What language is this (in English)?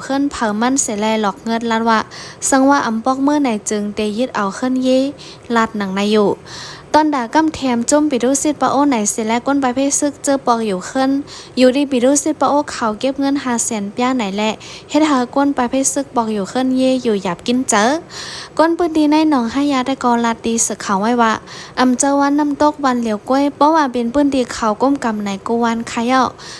Shan